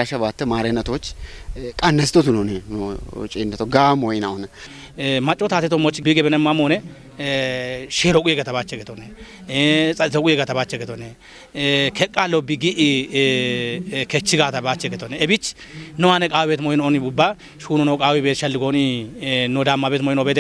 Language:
Kafa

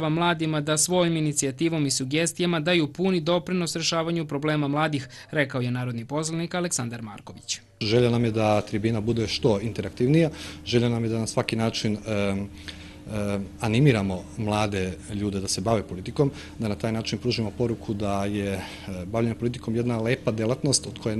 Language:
Serbian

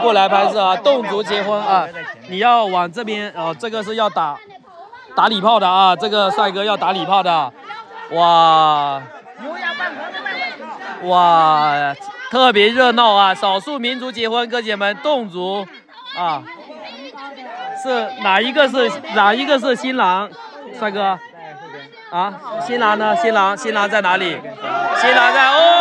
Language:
Chinese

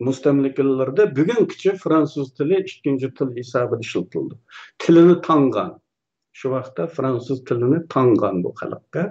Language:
Uyghur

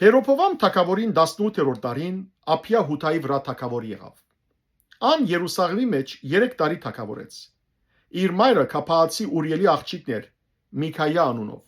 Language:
Western Armenian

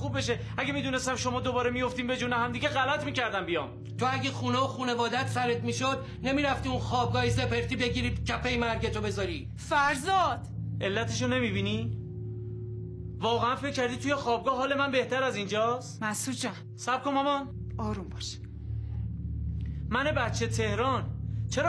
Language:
Persian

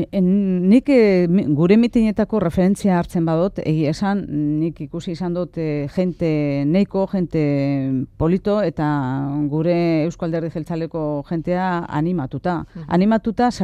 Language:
Basque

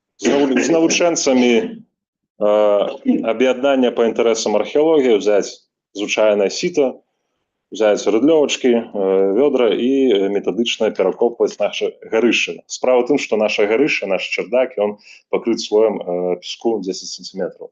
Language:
Belarusian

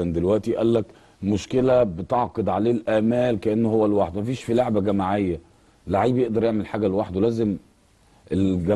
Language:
Egyptian Arabic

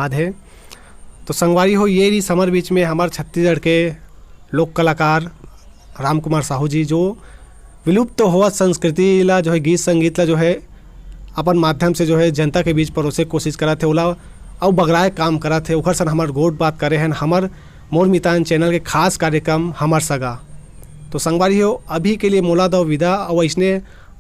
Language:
Chhattisgarhi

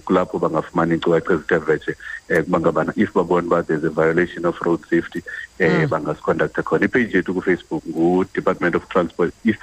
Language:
Xhosa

